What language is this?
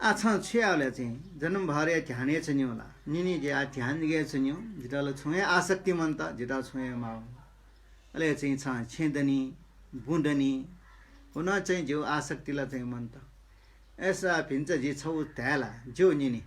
Newari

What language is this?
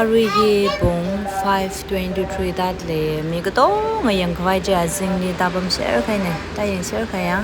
Tangkhul Naga (India)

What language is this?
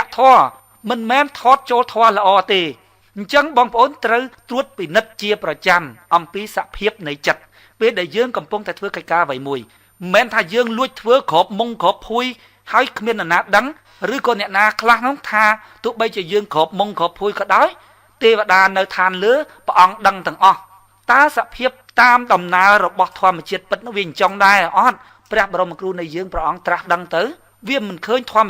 Khmer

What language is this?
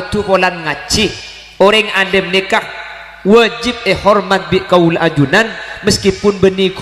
Madurese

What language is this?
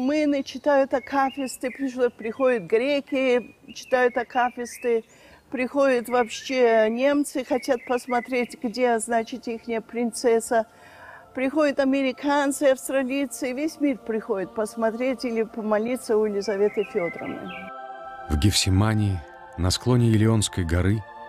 Russian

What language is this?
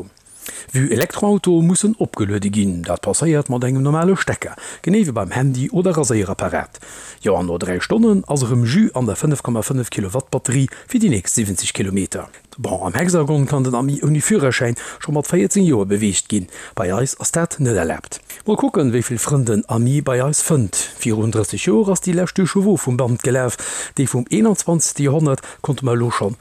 Luxembourgish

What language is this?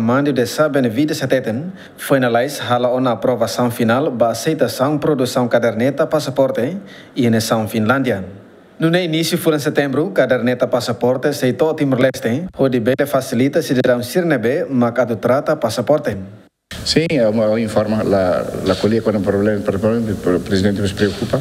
Tetum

